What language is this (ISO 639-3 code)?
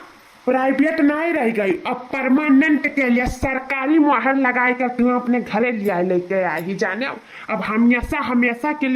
awa